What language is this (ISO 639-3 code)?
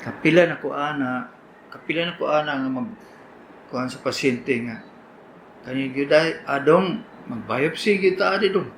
ceb